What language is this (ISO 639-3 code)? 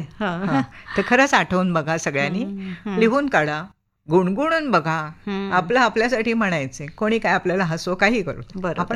mar